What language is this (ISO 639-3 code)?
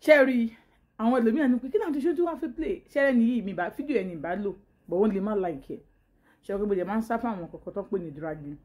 yor